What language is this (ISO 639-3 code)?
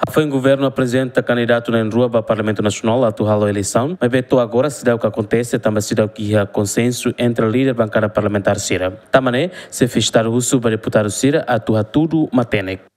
tet